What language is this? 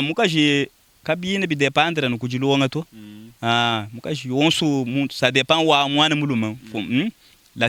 Luba-Lulua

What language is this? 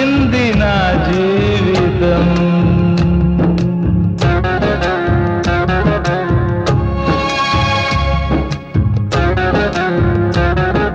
Telugu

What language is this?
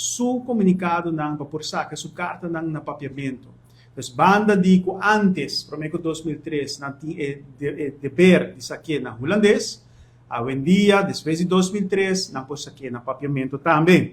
Papiamento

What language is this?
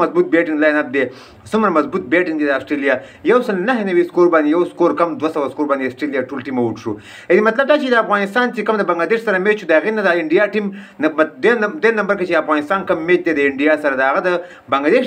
Pashto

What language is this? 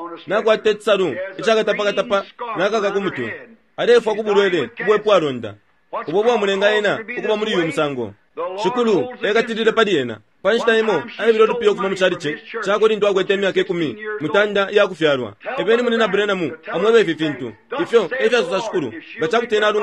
Bemba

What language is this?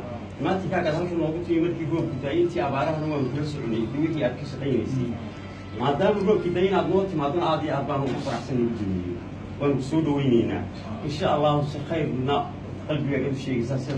Somali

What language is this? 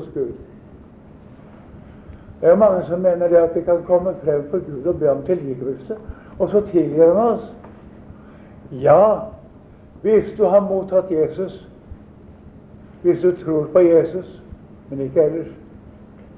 Norwegian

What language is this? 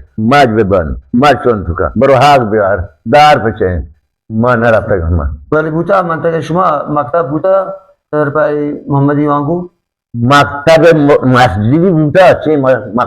Baluchi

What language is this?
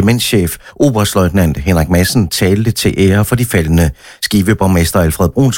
Danish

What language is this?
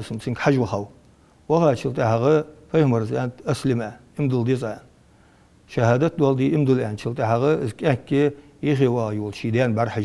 Ingush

